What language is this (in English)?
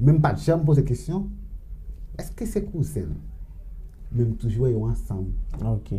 Haitian Creole